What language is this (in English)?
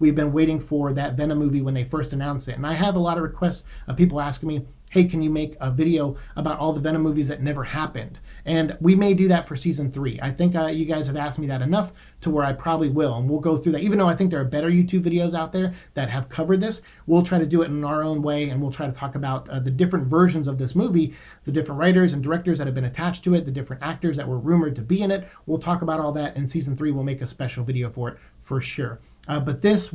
English